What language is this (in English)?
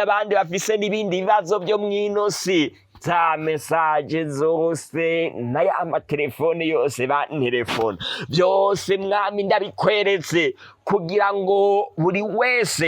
Rundi